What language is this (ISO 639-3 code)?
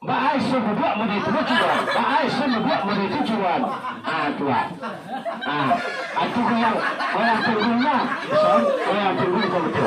min